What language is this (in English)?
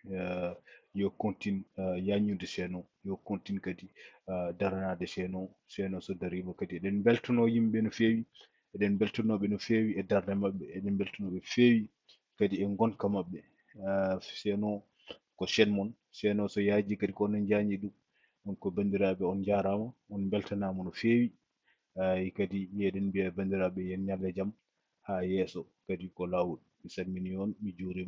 Fula